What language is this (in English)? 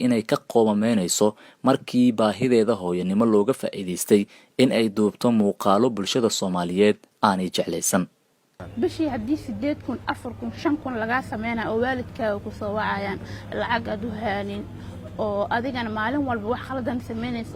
Somali